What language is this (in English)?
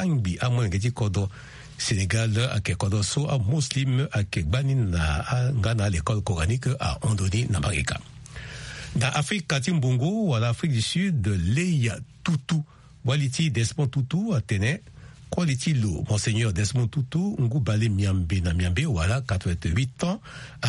Sango